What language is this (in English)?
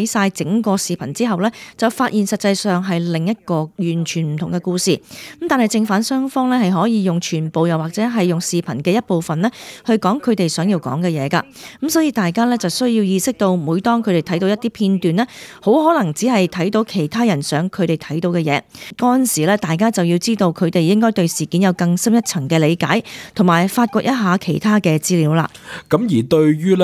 Cantonese